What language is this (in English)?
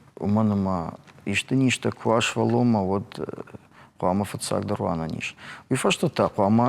Ossetic